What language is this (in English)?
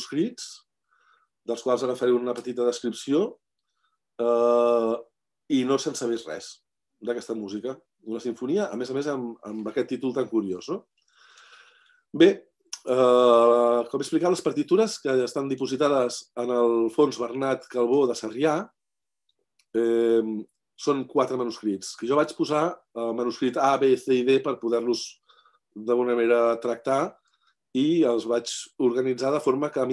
Catalan